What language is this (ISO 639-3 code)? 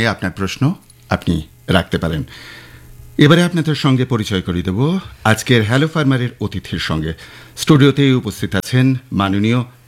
ben